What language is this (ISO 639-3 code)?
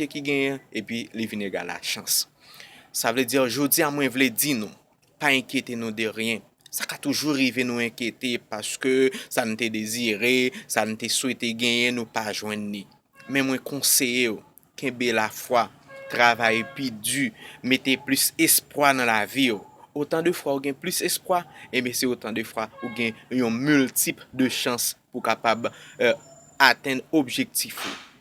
hat